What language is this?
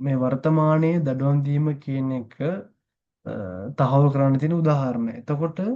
Sinhala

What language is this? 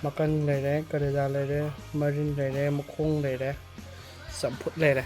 Manipuri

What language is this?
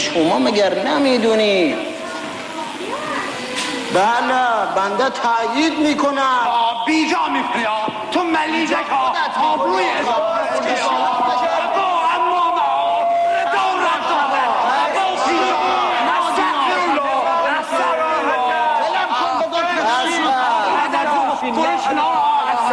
Persian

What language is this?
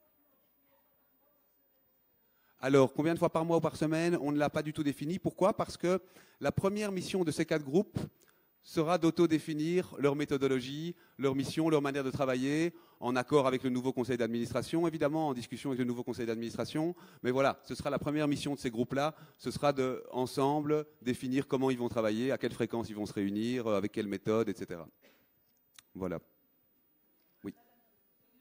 French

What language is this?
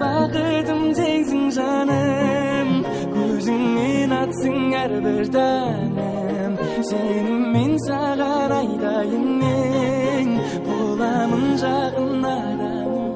Kara-Kalpak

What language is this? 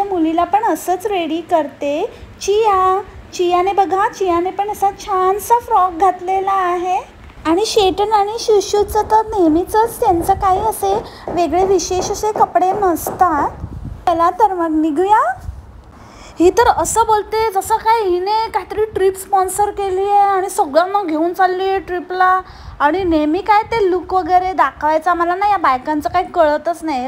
Marathi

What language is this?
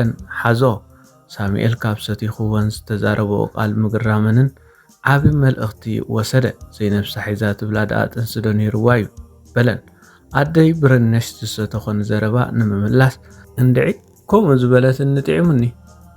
Tigrinya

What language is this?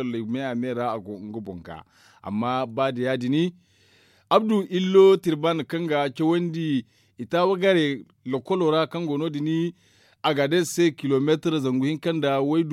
Zarma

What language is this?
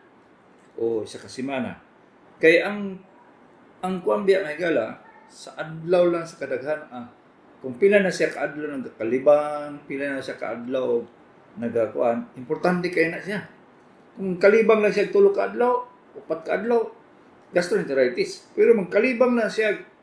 Cebuano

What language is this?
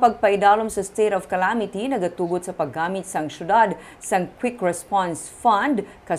Hiligaynon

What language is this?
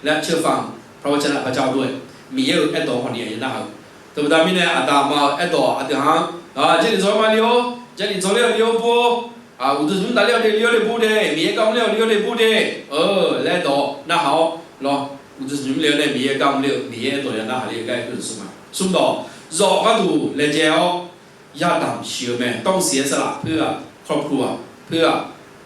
Akha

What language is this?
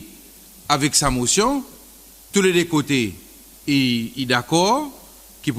Seselwa Creole French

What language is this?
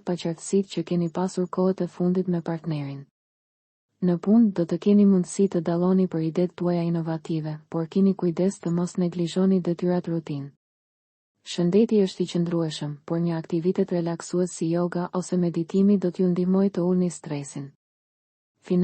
Albanian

